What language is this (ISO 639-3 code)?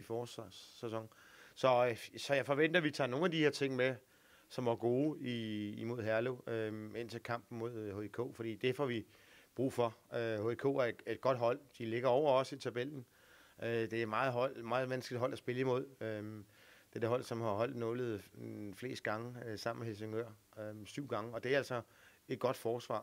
dan